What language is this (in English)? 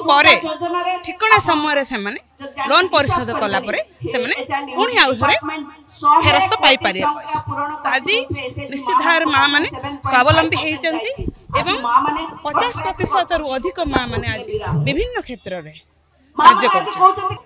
Odia